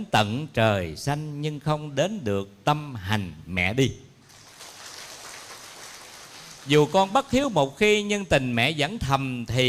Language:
Vietnamese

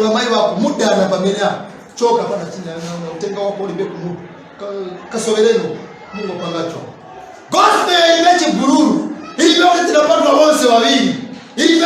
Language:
Nyanja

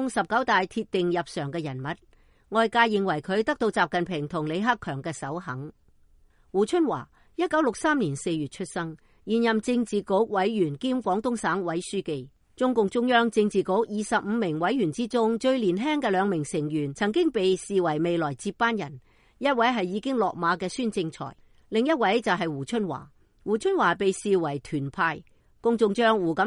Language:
Cantonese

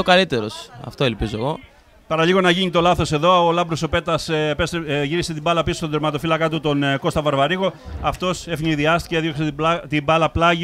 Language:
Greek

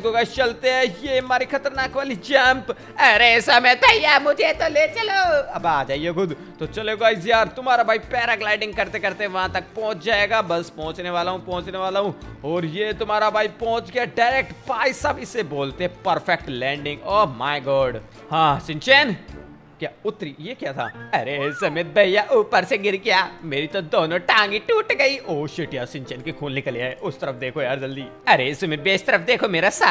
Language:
Hindi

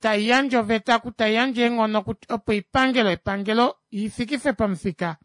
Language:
Kuanyama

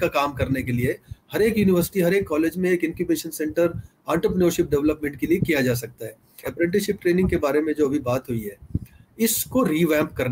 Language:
Hindi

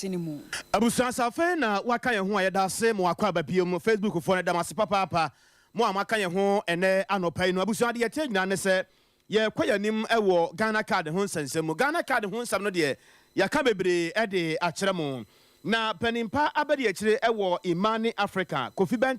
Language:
Akan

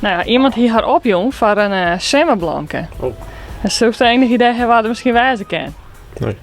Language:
Western Frisian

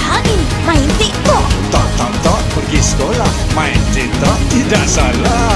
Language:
Malay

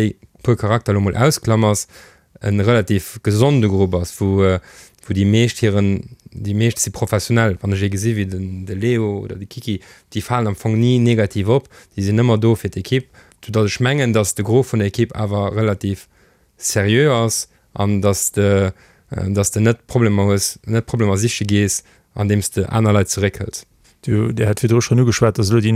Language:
Luxembourgish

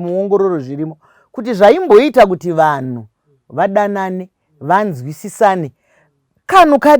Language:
Shona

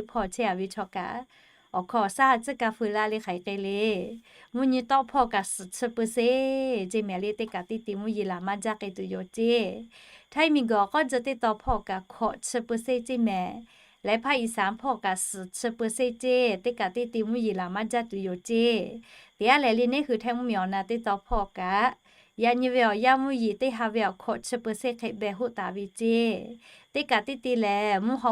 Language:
Lahu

